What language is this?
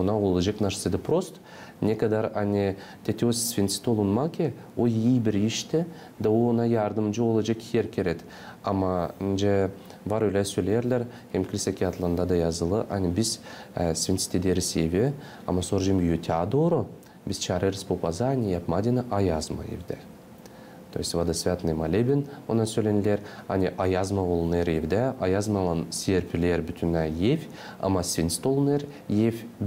Gagauz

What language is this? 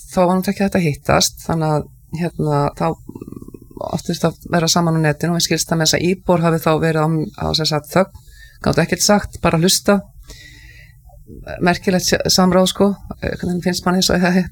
Icelandic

